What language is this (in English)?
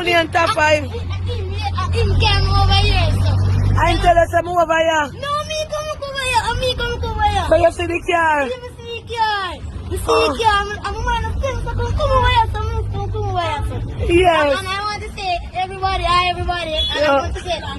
Jamaican Creole English